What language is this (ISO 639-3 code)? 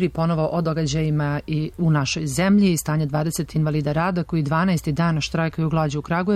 srp